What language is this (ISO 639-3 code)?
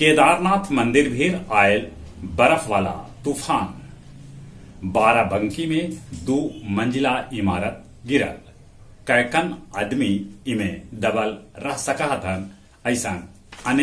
mag